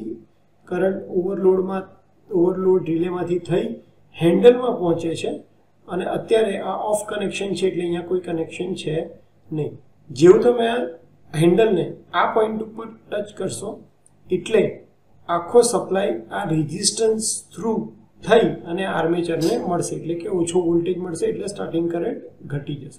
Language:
Gujarati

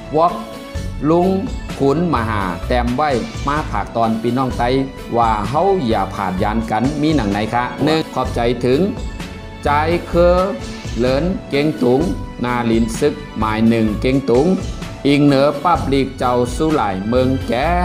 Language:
Shan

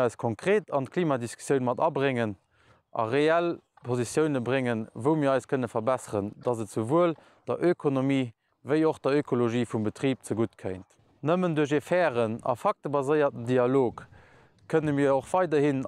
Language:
Luxembourgish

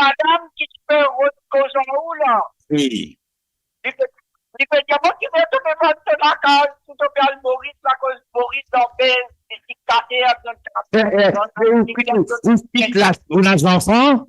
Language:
Morisyen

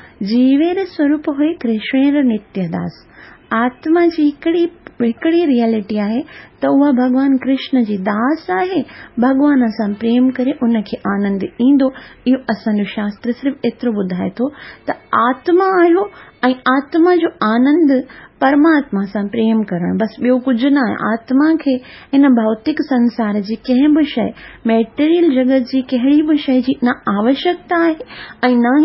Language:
Sindhi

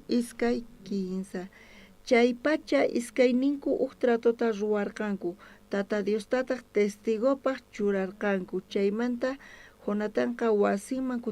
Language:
South Bolivian Quechua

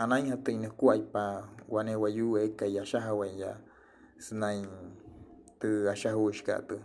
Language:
Wayuu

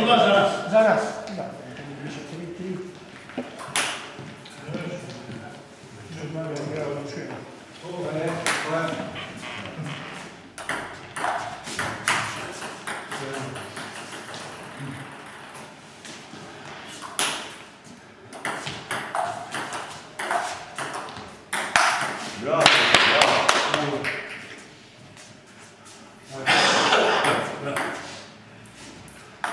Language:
Croatian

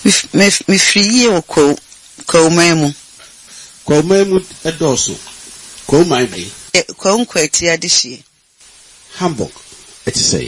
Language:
Akan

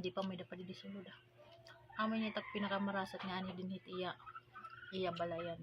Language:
Waray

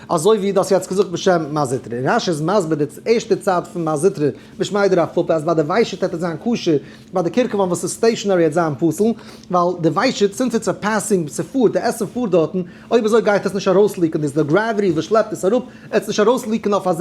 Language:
Yiddish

